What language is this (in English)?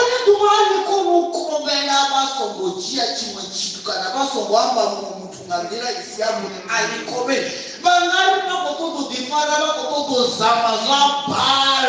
Venda